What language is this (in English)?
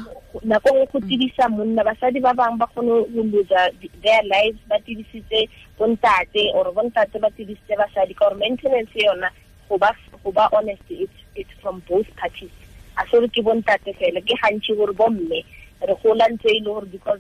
Tswana